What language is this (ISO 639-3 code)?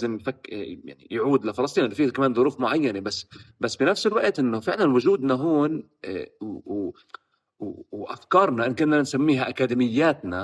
apc